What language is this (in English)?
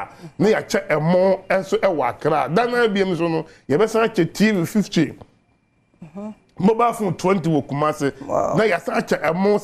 Akan